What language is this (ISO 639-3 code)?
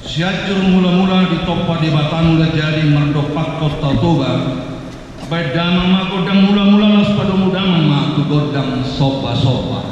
bbc